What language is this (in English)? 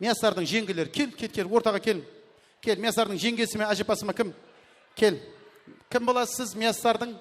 Kara-Kalpak